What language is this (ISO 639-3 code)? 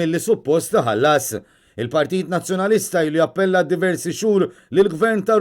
mlt